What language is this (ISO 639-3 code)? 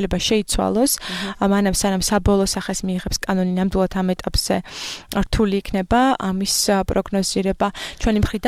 kat